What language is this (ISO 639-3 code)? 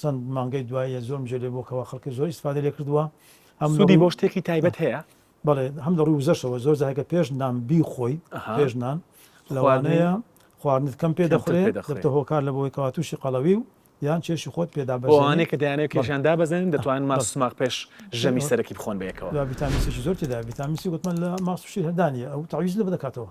ckb